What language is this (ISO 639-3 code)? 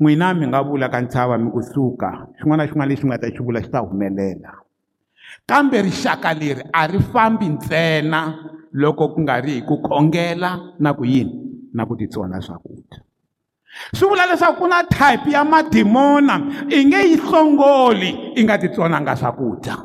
tso